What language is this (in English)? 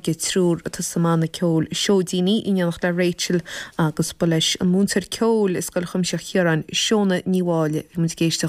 Irish